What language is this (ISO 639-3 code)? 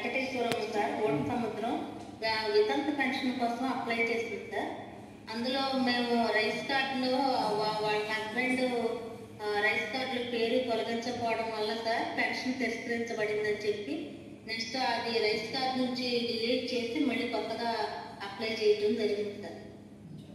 tel